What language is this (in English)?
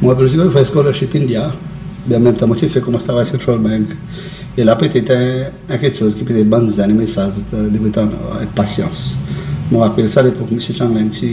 Seselwa Creole French